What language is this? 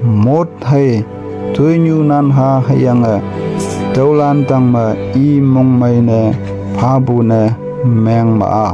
Konyak Naga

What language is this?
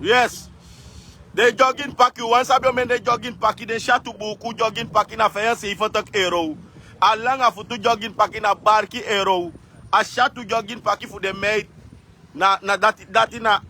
Sranan Tongo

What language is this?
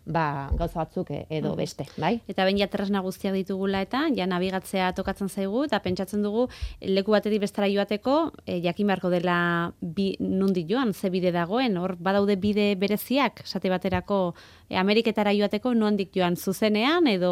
Basque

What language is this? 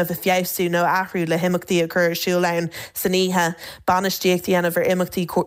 Irish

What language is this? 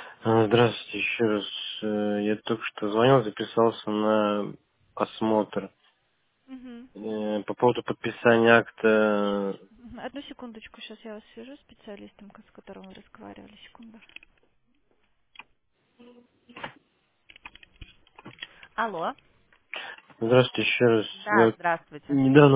Russian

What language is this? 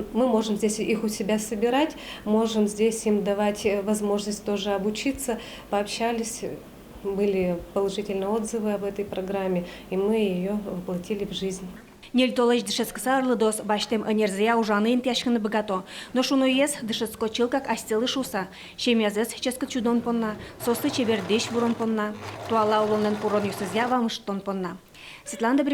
Udmurt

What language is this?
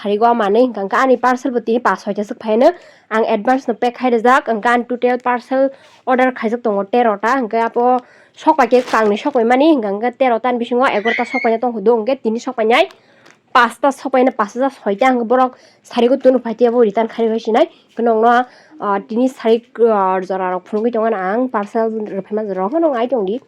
Kok Borok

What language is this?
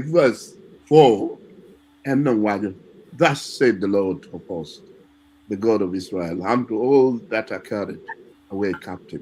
Acoli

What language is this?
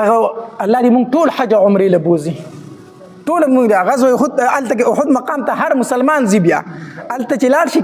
Pashto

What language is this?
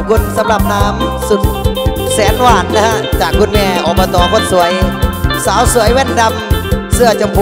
Thai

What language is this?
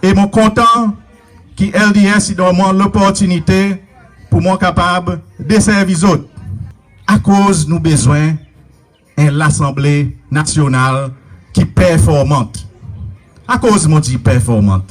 Seselwa Creole French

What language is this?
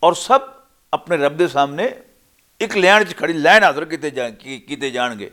Western Panjabi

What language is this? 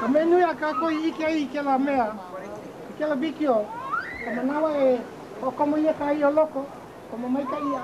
Hawaiian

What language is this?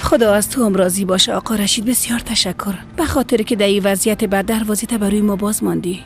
Persian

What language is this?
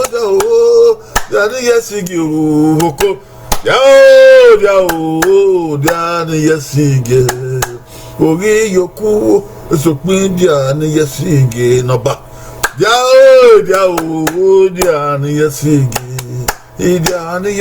Bini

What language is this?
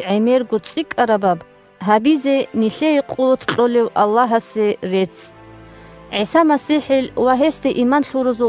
Avaric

